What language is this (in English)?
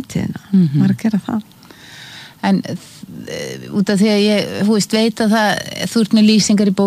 Icelandic